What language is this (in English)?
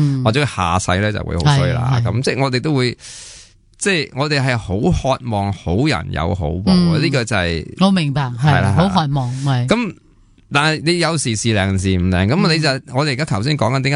Cantonese